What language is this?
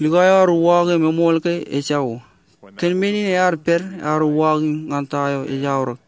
Marshallese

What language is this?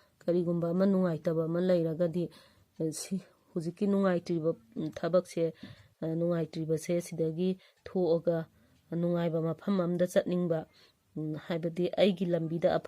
Manipuri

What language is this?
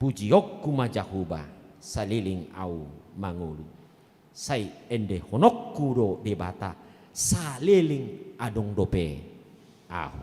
Batak Toba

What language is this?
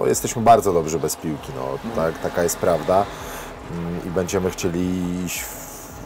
Polish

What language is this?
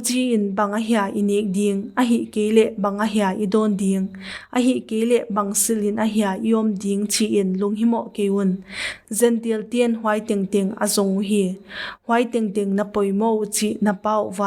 Paite Chin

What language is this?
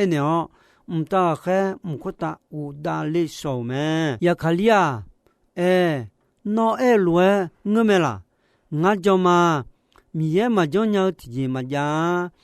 Akha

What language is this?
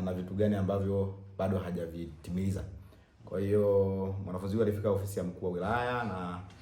Swahili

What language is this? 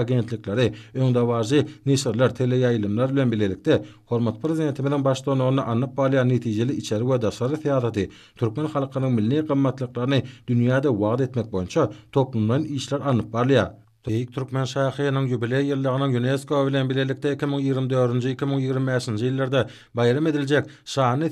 Turkmen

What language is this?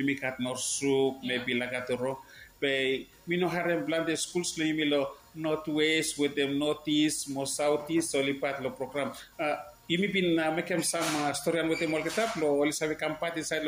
Bislama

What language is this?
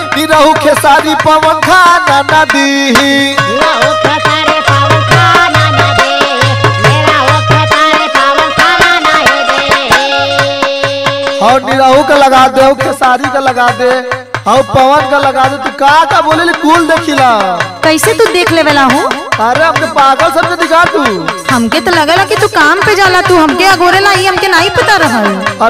Bhojpuri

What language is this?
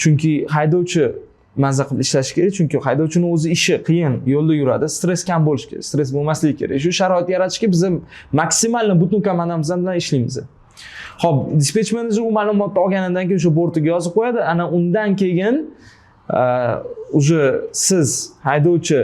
Uzbek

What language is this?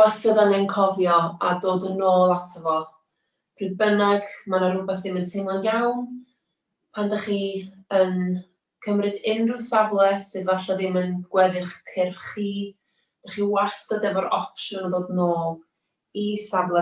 Welsh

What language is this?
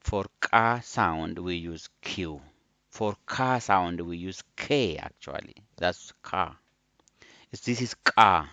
English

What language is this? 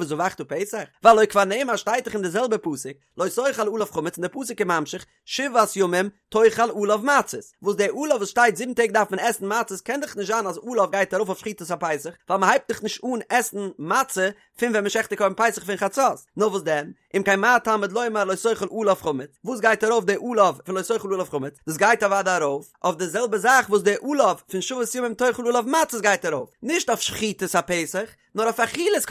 Yiddish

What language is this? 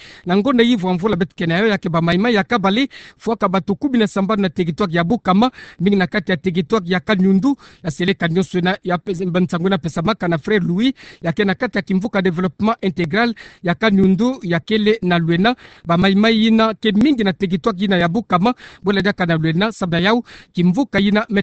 Kituba (Democratic Republic of Congo)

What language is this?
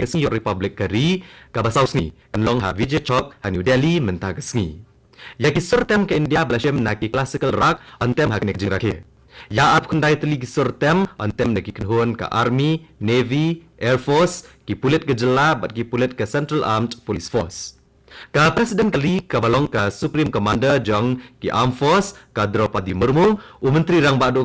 Khasi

